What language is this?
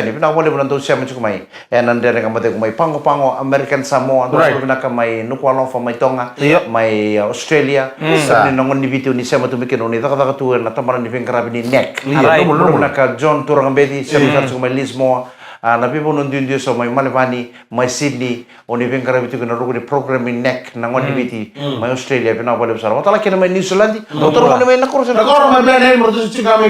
Fijian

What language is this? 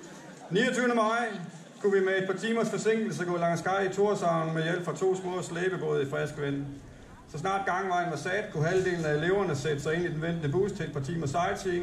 Danish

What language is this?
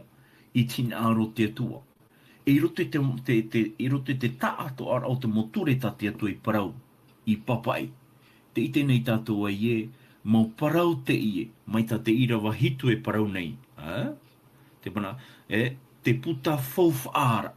Tahitian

